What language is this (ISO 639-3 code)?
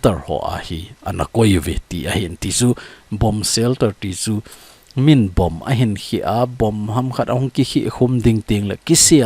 tcz